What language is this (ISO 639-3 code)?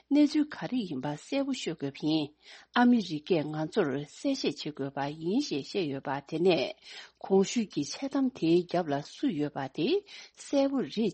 bod